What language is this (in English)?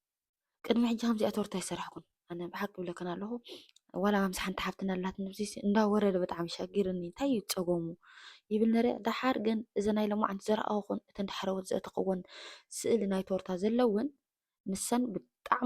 Tigrinya